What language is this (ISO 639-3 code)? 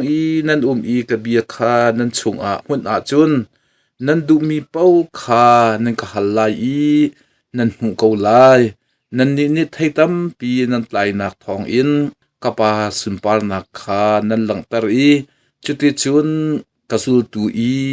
cnh